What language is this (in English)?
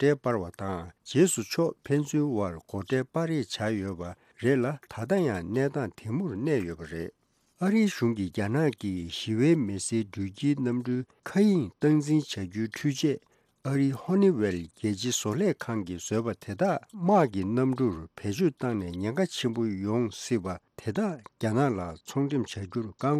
Tibetan